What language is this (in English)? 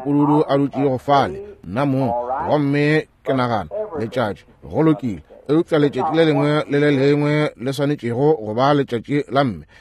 Northern Sotho